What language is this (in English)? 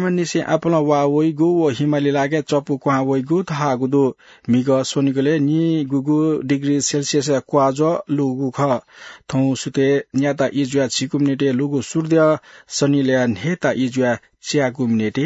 Newari